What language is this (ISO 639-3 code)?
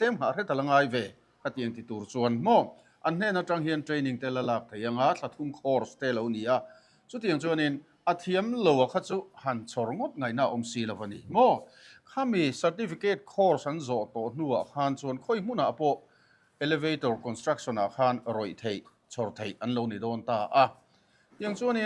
lus